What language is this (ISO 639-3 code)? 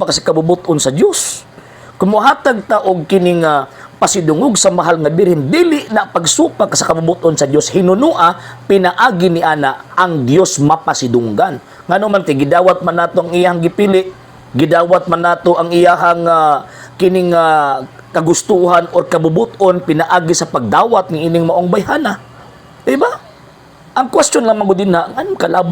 ceb